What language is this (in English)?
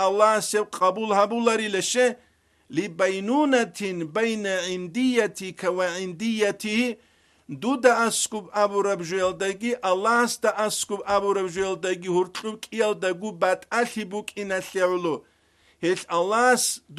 Avaric